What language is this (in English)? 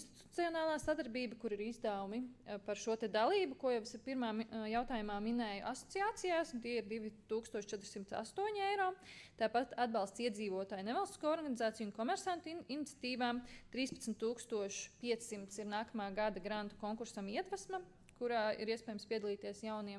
Latvian